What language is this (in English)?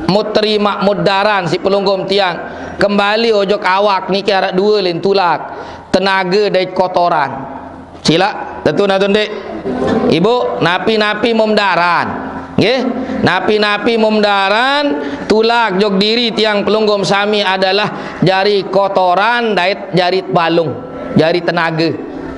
Sasak